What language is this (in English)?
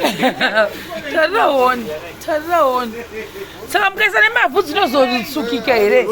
Shona